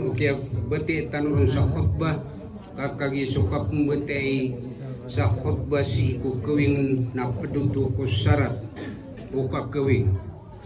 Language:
Maranao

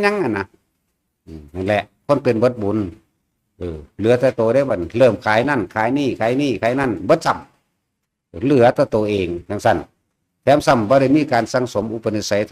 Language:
Northeastern Thai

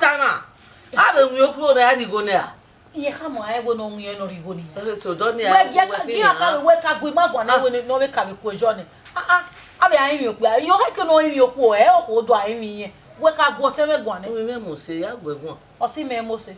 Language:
Bini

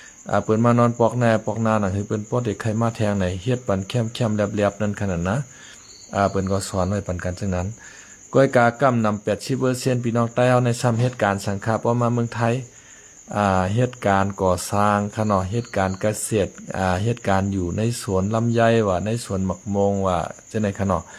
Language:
Shan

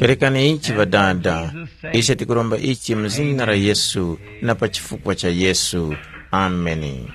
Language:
Tumbuka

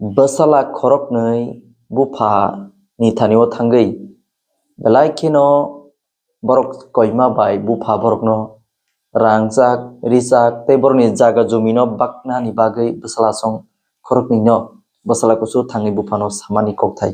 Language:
Kok Borok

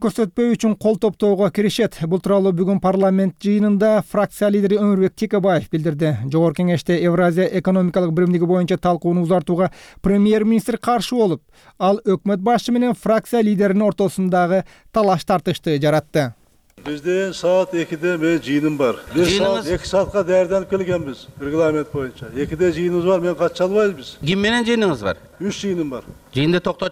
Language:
Kyrgyz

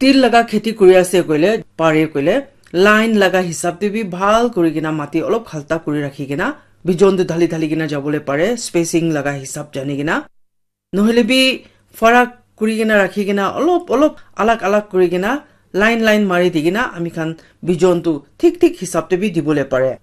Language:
Naga Pidgin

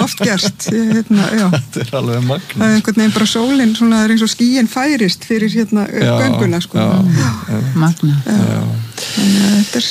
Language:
Icelandic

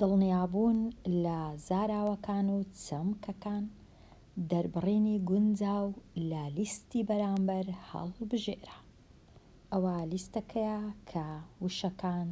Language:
Central Kurdish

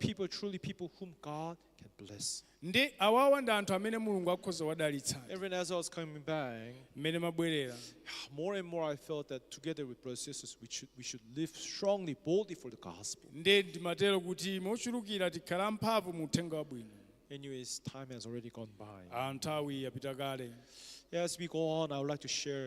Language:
Nyanja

